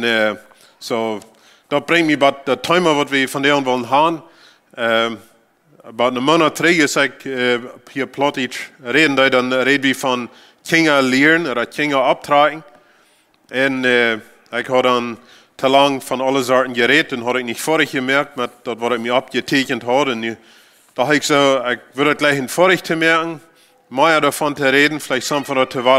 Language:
Plautdietsch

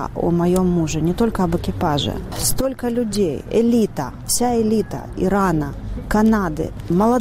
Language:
Russian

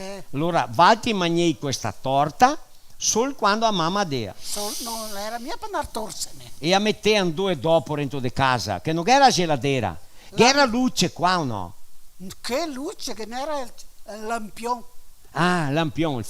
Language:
Venetian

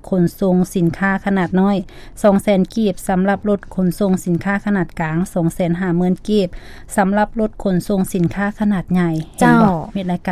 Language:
Lao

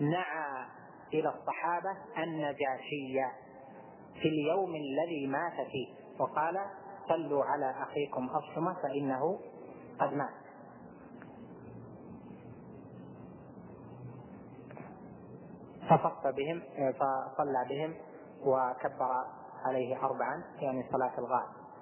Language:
Arabic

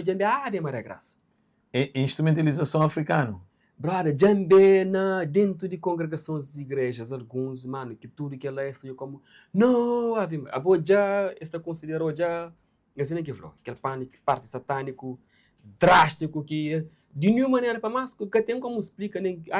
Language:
Kabuverdianu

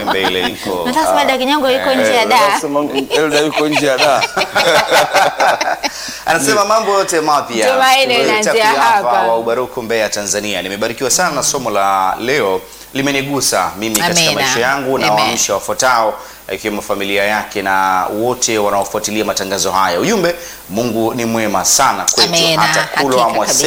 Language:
Swahili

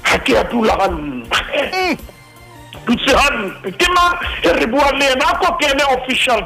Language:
Southern Sotho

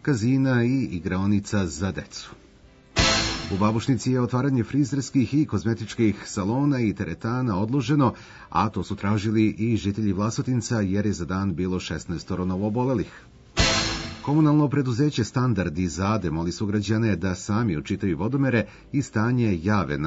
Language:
Serbian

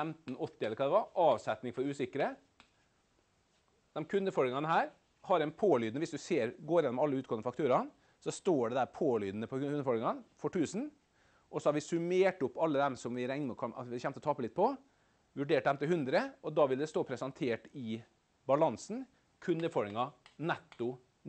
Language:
Norwegian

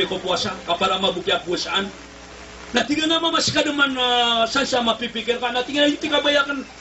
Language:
Maranao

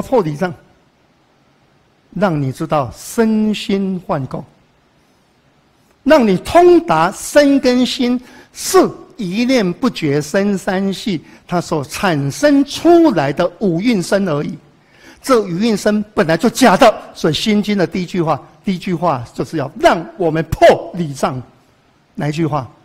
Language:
Chinese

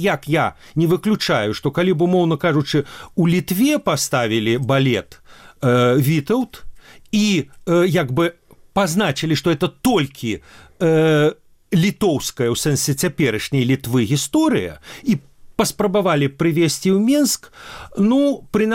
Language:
Belarusian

